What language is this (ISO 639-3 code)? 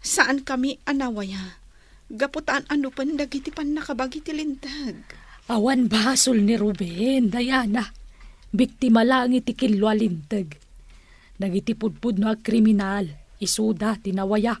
ilo